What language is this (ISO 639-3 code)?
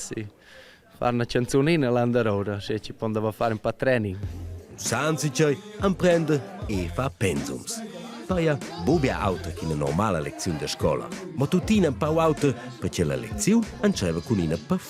roh